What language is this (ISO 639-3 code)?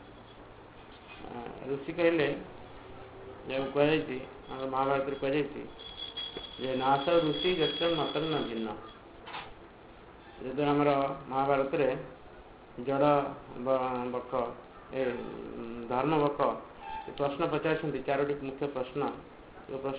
ori